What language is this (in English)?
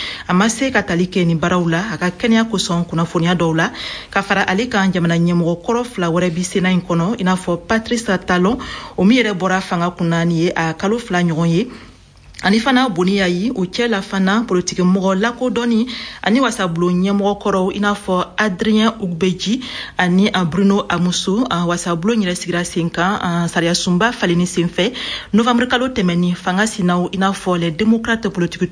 Bambara